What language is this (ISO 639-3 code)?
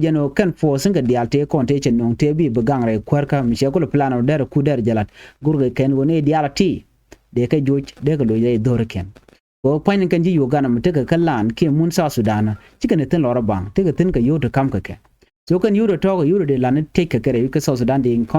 nus